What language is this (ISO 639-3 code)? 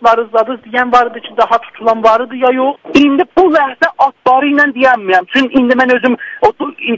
azb